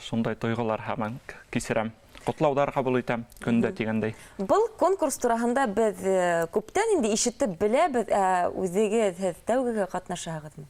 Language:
Bashkir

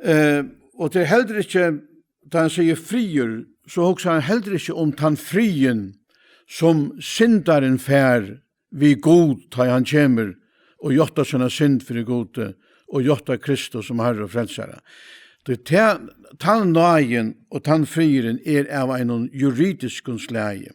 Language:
Faroese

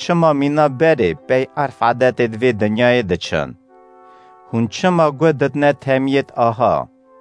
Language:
Kurdish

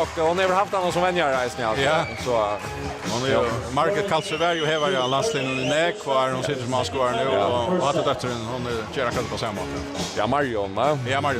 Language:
Faroese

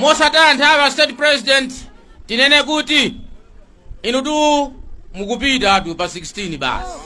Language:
Nyanja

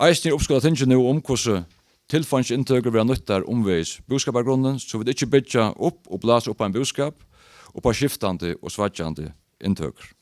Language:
Faroese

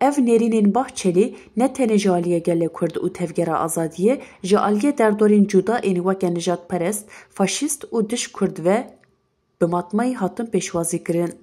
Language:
Kurdish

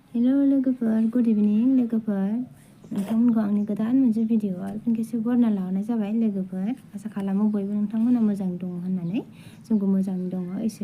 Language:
Bodo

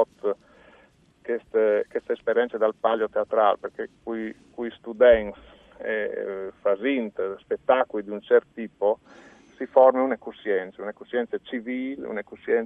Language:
Friulian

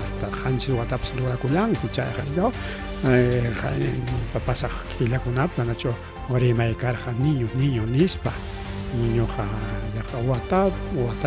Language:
Ayacucho Quechua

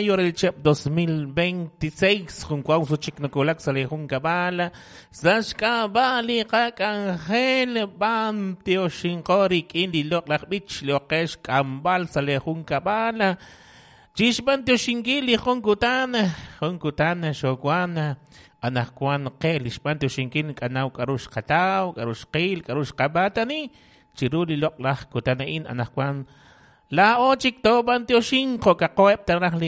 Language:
Kekchí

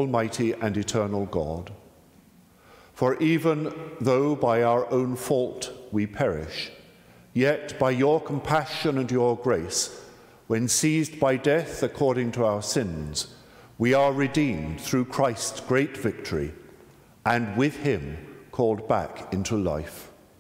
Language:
English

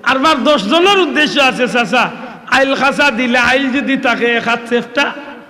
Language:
Sylheti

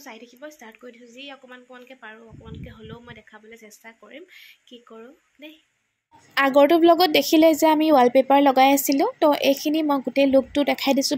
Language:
Assamese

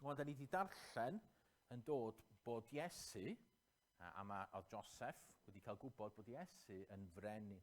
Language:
Welsh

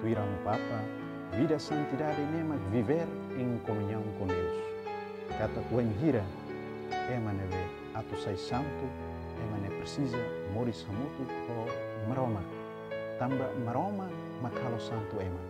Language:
Tetum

